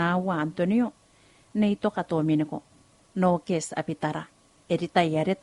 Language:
Gilbertese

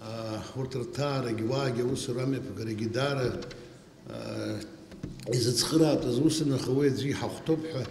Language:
Abkhazian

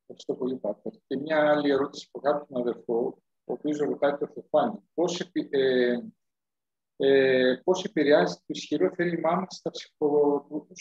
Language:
Greek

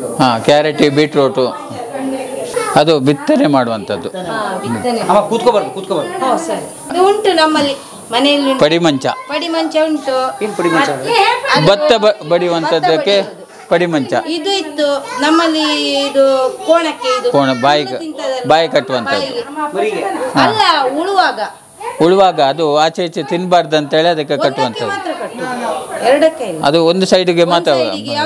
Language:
Kannada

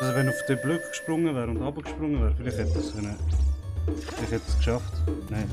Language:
Swiss German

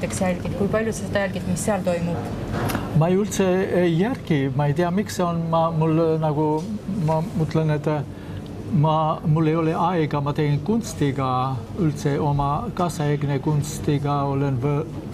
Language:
Estonian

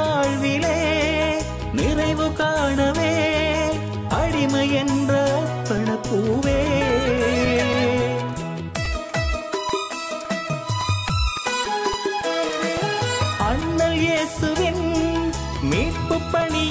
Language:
Tamil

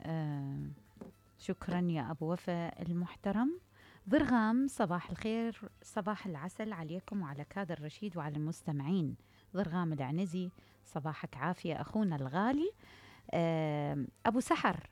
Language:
Mesopotamian Arabic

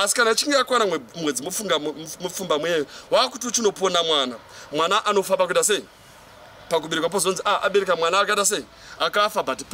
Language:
Shona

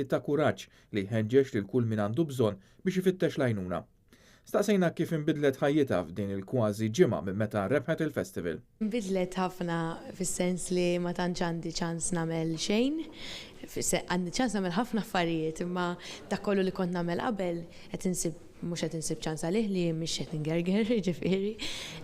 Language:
Maltese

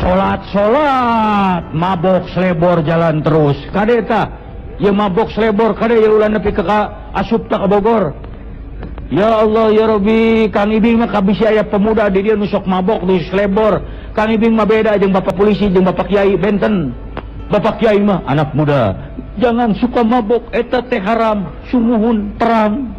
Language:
Sundanese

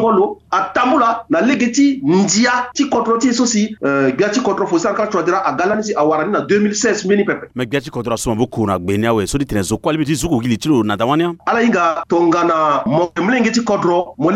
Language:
Sango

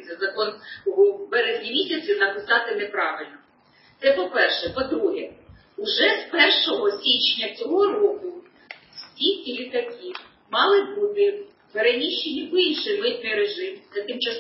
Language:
Ukrainian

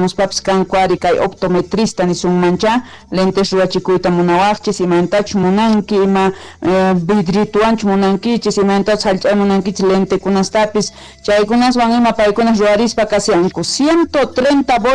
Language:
South Bolivian Quechua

